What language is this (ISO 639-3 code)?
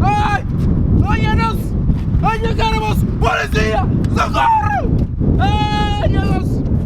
kea